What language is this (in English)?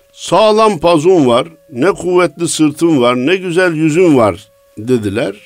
Turkish